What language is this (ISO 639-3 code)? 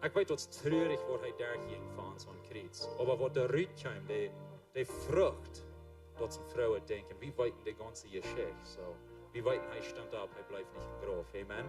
pdt